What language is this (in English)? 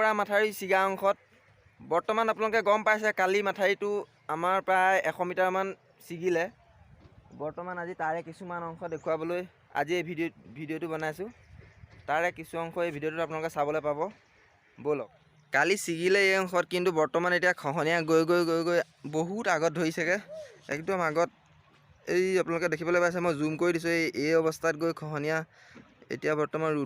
Assamese